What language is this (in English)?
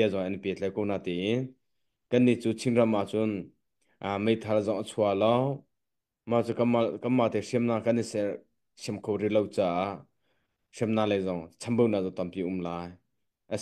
Hakha Chin